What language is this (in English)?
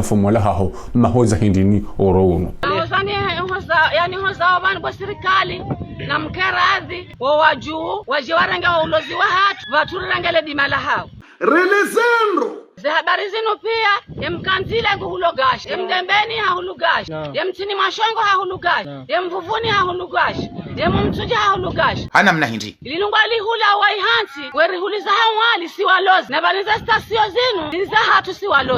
Ngazidja Comorian